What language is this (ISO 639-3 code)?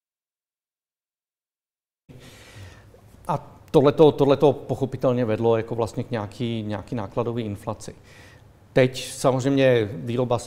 ces